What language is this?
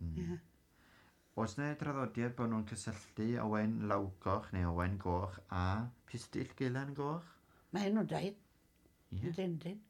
Welsh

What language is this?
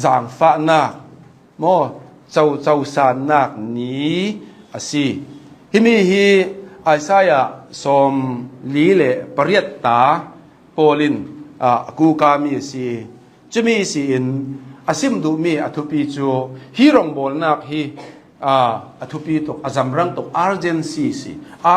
Hakha Chin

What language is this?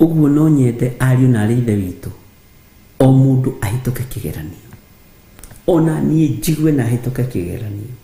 Kikuyu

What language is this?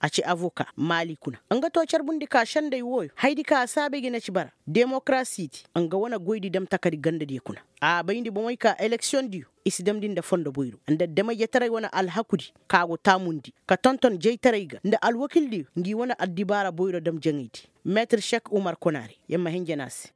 Koyraboro Senni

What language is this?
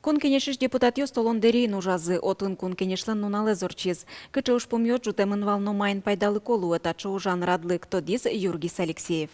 Udmurt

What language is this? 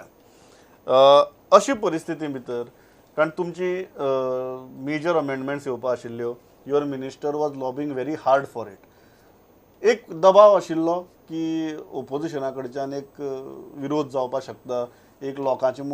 Konkani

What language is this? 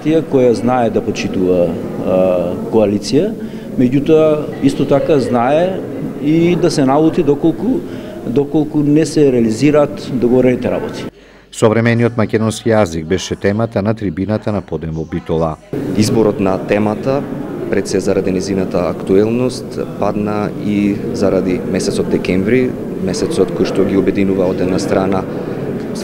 Macedonian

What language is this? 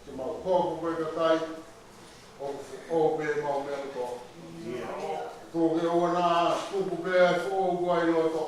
Tongan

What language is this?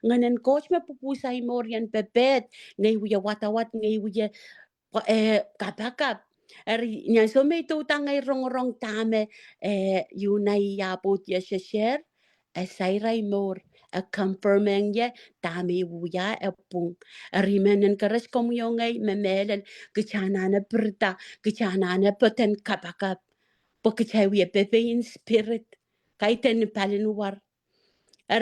Pohnpeian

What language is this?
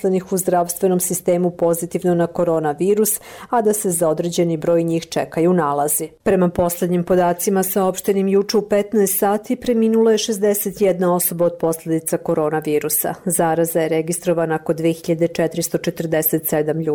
Serbian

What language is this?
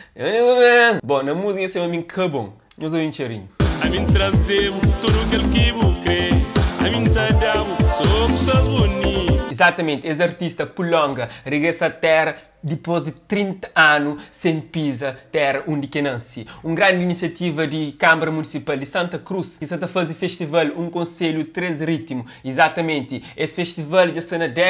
Kabuverdianu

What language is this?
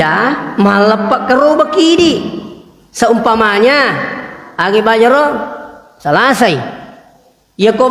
Buginese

